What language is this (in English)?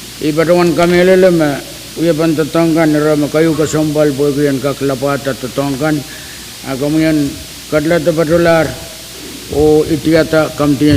Pohnpeian